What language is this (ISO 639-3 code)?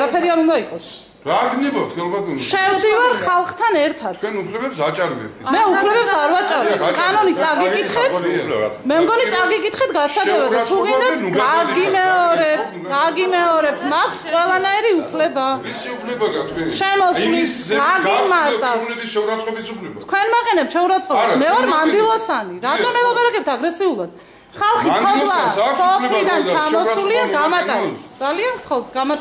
kat